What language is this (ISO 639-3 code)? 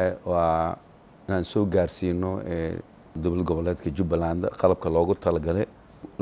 som